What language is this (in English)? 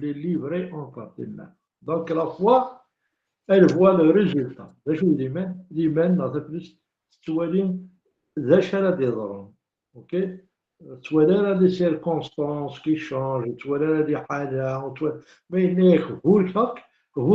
Kabyle